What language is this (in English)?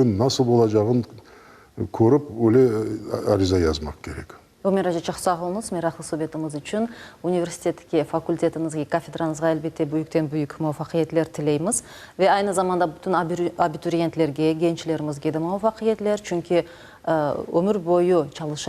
Crimean Tatar